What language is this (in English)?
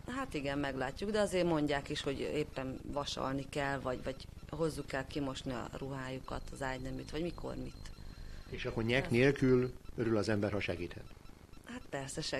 Hungarian